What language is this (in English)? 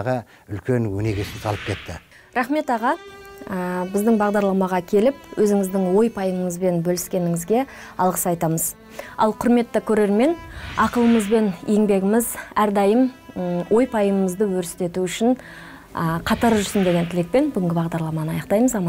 Kazakh